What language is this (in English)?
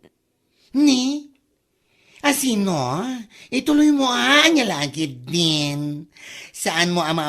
Iloko